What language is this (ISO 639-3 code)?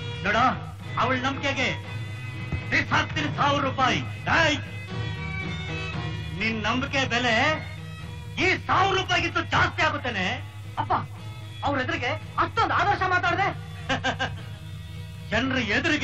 kan